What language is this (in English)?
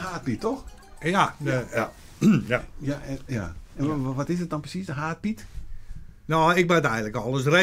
Western Frisian